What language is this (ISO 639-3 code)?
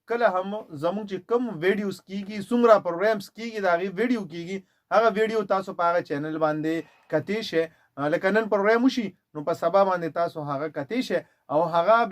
pus